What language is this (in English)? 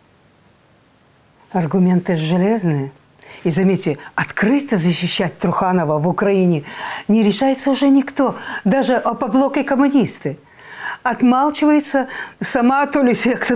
Russian